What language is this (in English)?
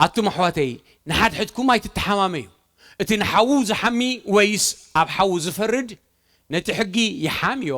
Tigrinya